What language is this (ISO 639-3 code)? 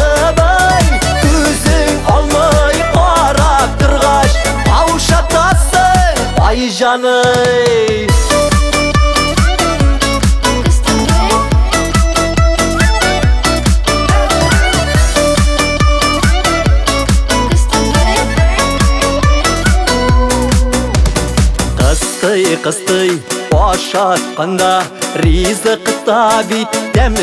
tat